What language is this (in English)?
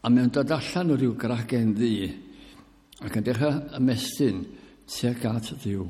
Welsh